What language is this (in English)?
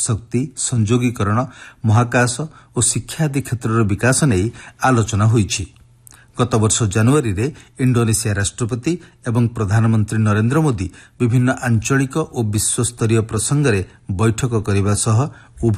Odia